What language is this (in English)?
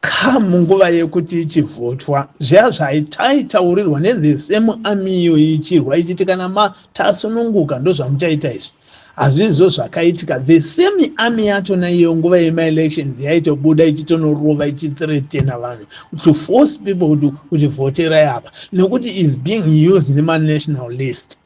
Shona